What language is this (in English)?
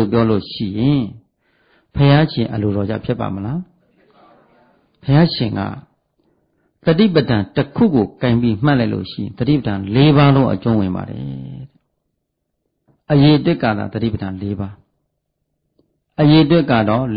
Burmese